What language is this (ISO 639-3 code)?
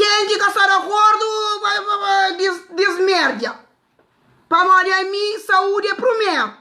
kea